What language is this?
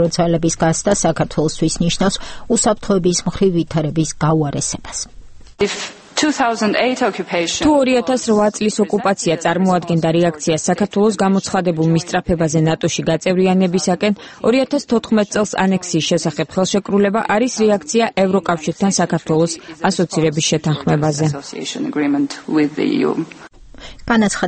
Georgian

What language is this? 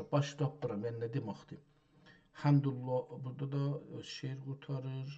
South Azerbaijani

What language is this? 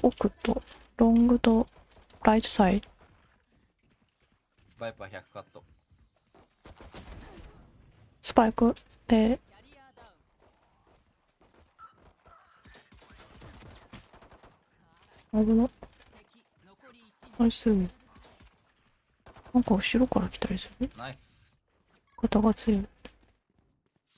Japanese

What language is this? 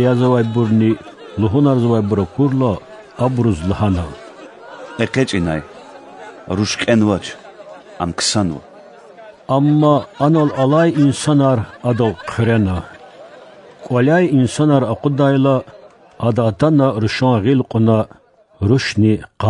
Lezghian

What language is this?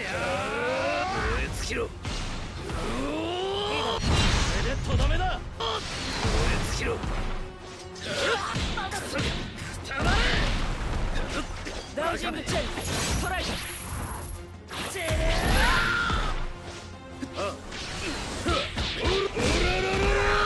Japanese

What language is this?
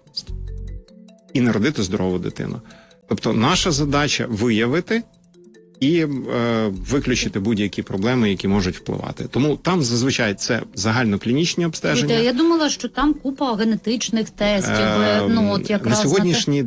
Ukrainian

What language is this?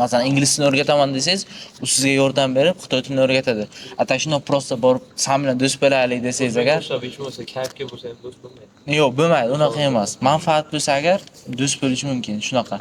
Uzbek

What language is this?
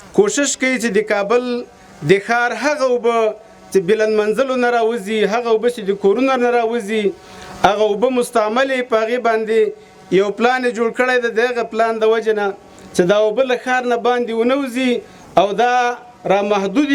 Pashto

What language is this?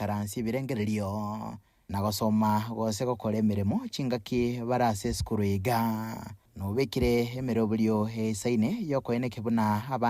Gusii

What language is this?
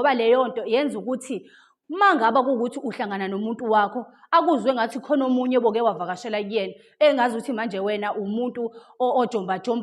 Zulu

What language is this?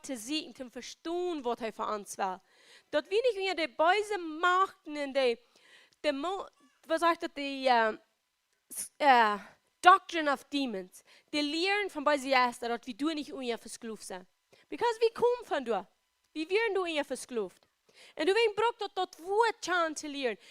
Plautdietsch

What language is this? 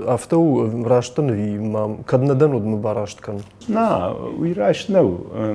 Ossetic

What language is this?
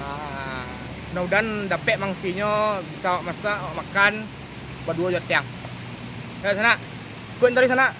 Minangkabau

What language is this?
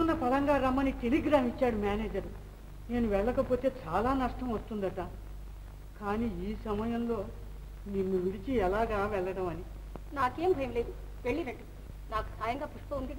Telugu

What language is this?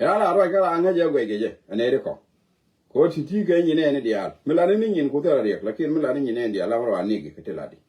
Nuer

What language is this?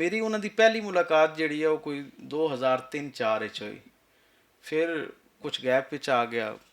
Western Panjabi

